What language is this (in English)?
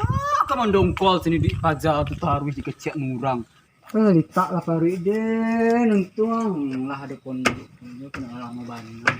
Minangkabau